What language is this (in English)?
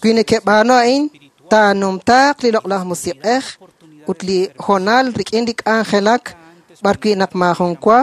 Kekchí